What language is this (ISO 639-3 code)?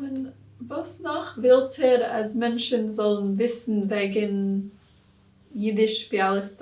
yid